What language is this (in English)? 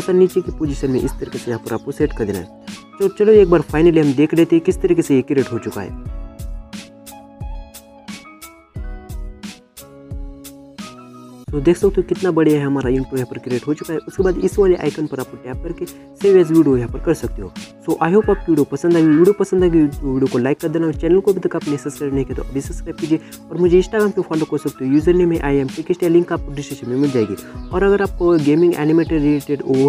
Hindi